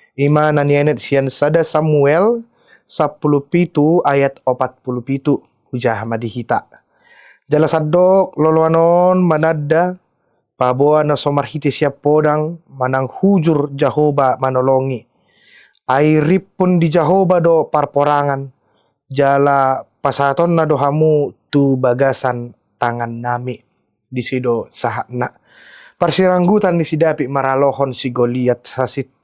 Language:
Batak Toba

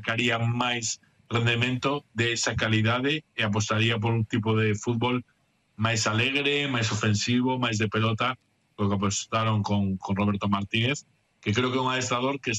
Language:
Galician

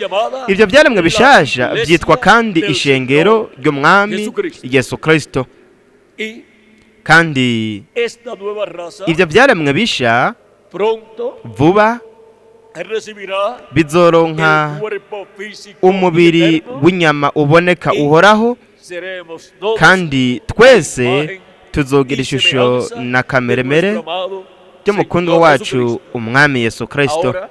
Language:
Rundi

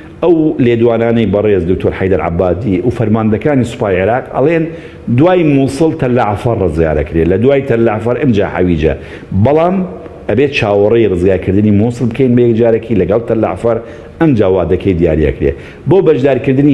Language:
Central Kurdish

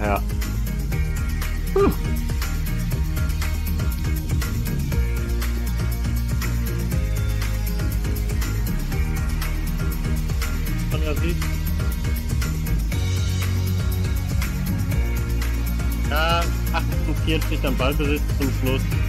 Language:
German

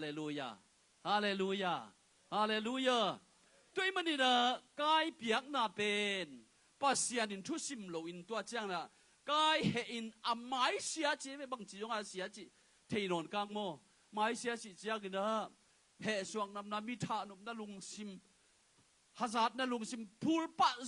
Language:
Tedim Chin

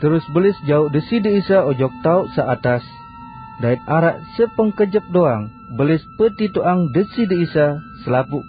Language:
Sasak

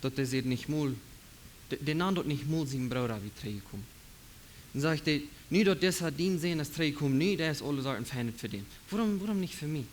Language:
Plautdietsch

